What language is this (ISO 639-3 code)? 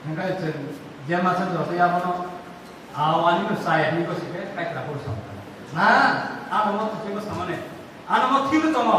trp